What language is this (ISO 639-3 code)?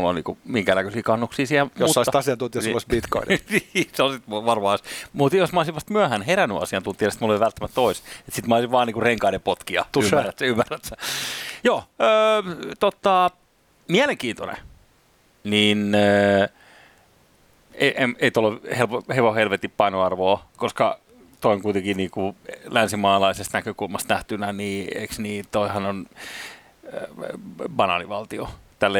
fin